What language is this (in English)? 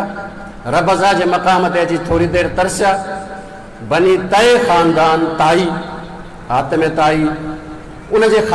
Sindhi